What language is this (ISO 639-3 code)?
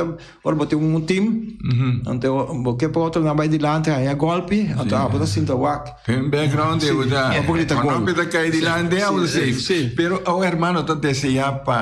pap